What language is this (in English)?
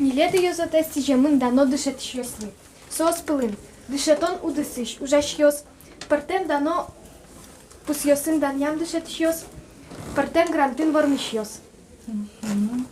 Udmurt